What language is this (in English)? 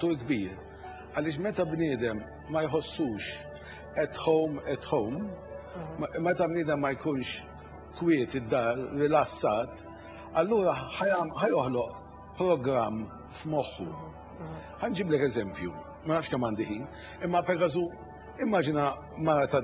Maltese